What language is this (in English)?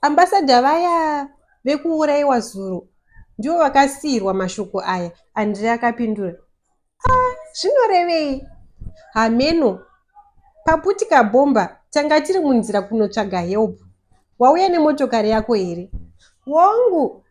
Shona